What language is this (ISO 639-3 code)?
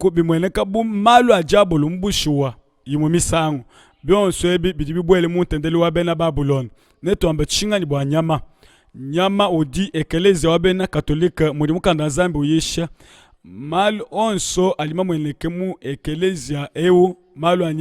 lua